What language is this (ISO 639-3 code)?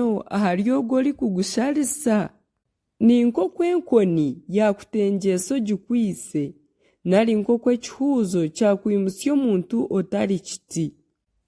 nyn